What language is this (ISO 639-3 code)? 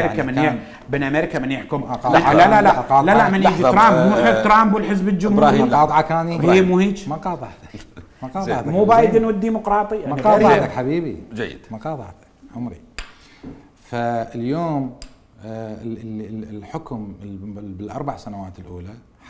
acm